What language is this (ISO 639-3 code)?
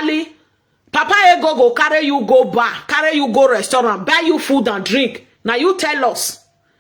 pcm